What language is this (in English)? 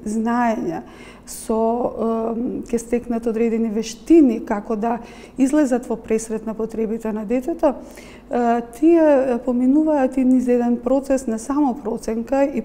Macedonian